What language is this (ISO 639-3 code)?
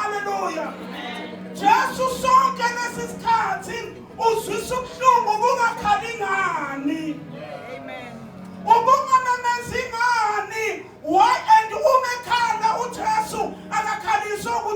zul